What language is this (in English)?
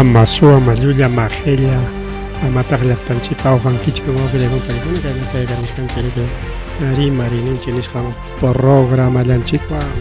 Ayacucho Quechua